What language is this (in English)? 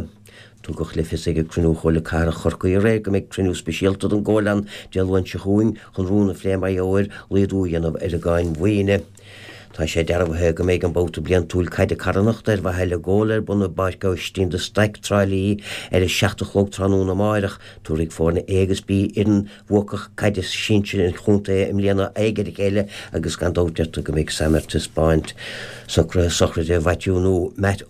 Irish